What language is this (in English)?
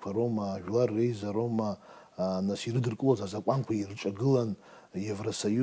Abkhazian